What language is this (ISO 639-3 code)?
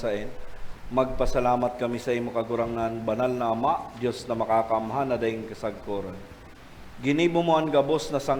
bik